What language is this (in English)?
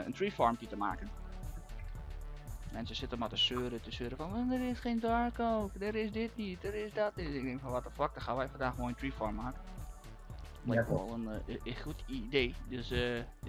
Dutch